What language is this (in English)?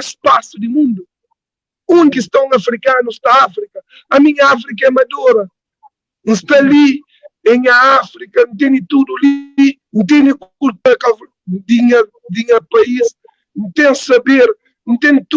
Kabuverdianu